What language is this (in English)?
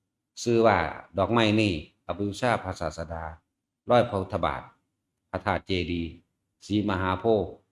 Northeastern Thai